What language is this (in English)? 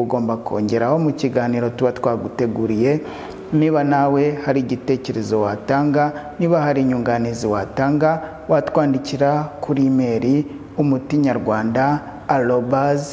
Kinyarwanda